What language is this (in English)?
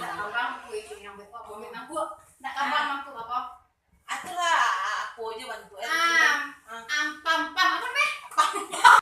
Minangkabau